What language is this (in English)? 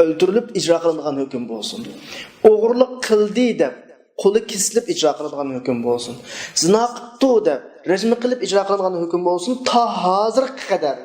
Uyghur